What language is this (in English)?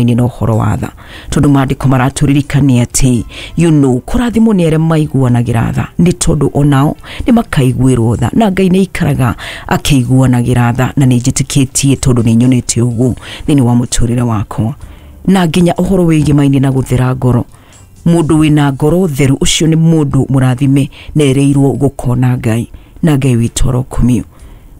Kikuyu